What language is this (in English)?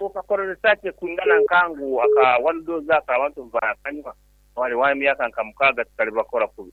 Nyankole